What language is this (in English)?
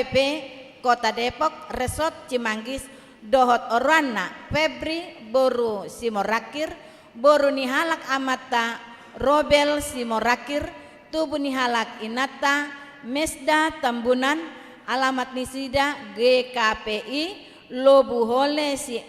Batak Toba